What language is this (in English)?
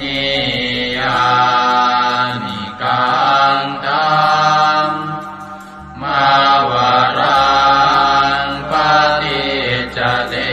Pali